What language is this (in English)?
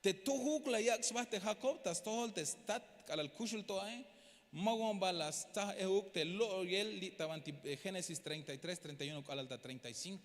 Tzeltal